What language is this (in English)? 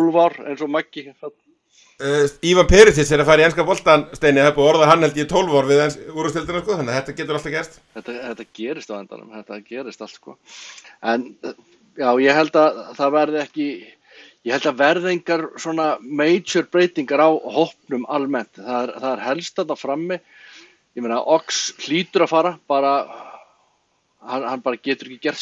Icelandic